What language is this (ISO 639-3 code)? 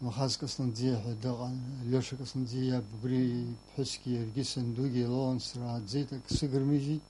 abk